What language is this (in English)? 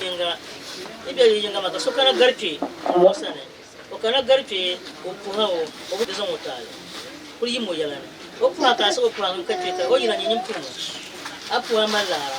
Dagbani